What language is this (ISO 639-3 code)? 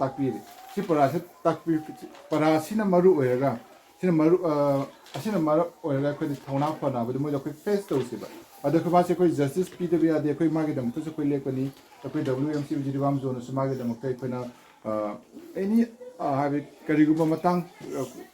mni